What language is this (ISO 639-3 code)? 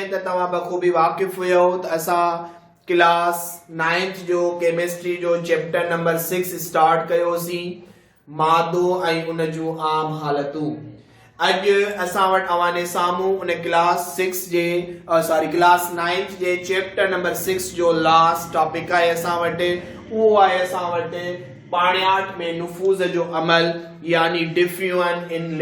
snd